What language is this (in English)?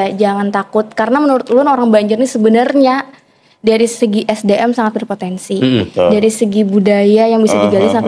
Banjar